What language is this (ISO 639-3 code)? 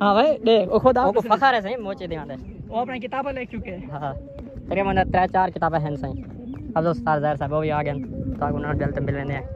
skr